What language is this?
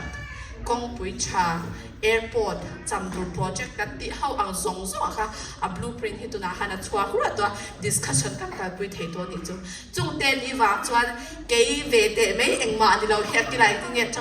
Mizo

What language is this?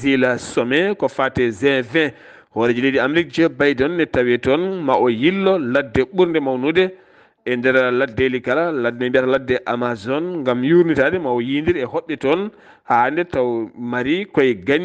Fula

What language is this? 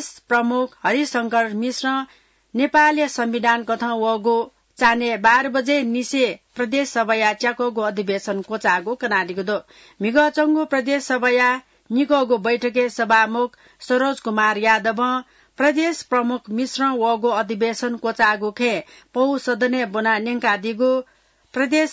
Newari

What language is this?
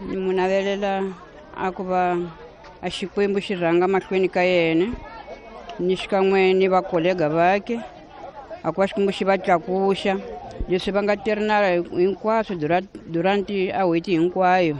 Tsonga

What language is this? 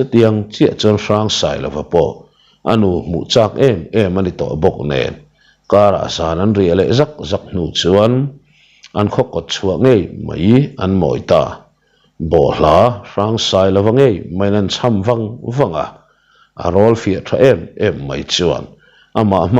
Mizo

